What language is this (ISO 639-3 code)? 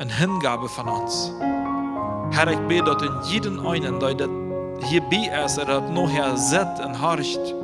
pdt